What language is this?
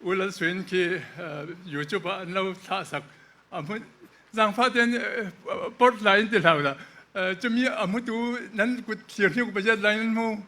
Falam Chin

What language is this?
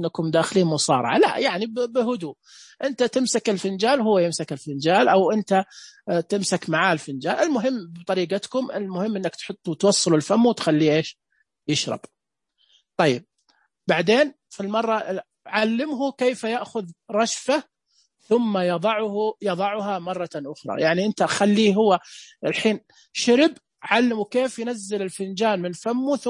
Najdi Arabic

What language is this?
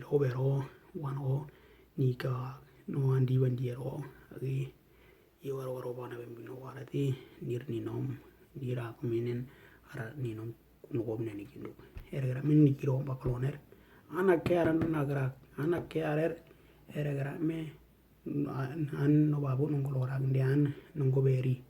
Western Dani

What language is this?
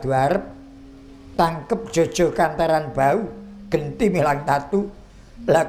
Javanese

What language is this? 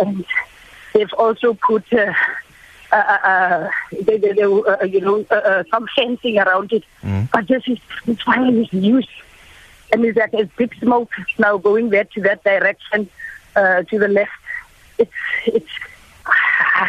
English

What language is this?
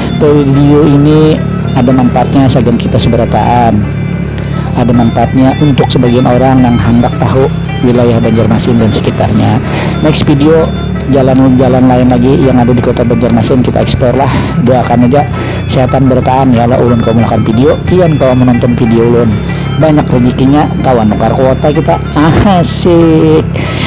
Banjar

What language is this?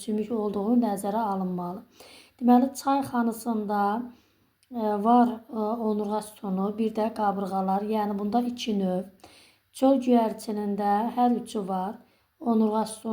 Azerbaijani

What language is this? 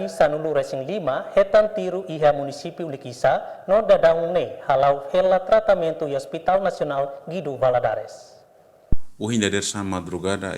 Tetum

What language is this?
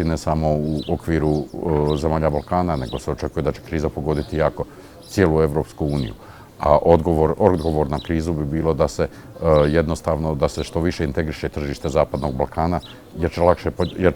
Bosnian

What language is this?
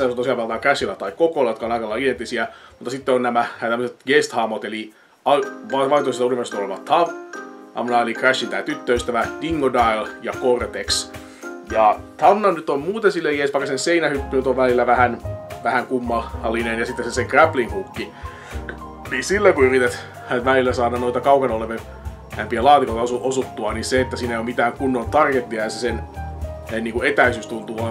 Finnish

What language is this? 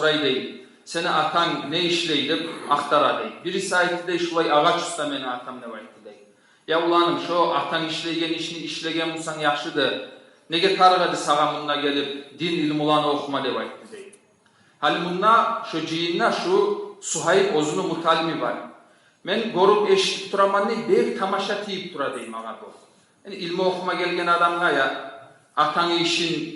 Kumyk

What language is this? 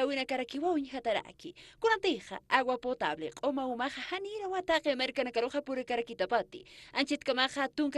Aymara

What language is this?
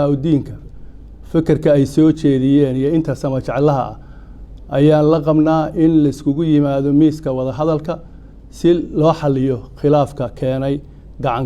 Somali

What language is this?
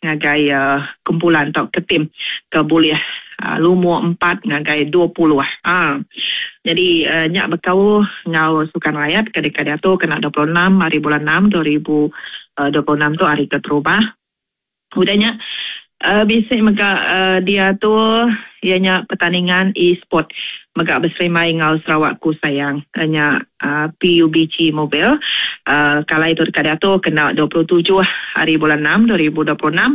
Iban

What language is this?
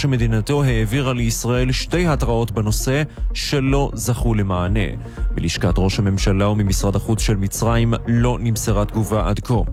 Hebrew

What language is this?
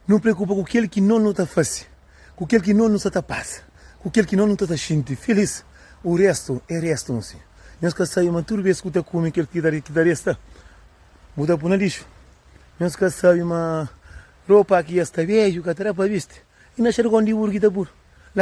Kabuverdianu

